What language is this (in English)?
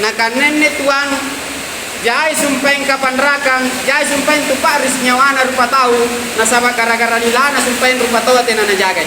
Makasar